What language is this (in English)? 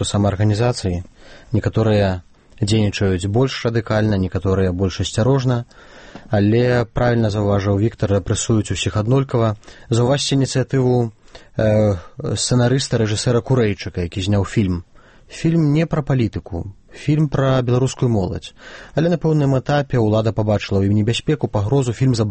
Belarusian